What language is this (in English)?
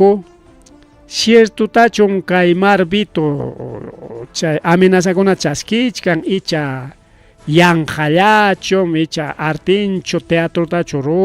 Ayacucho Quechua